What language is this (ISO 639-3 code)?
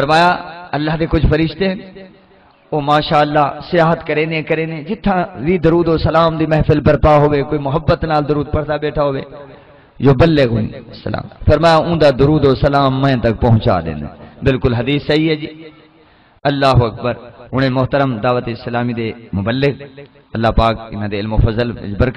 skr